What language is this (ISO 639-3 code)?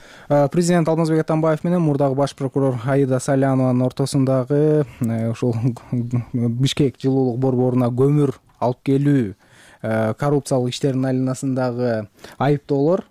kir